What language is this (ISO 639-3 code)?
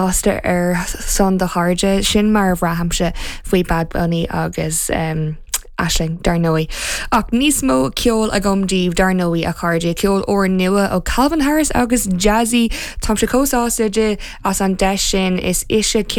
gle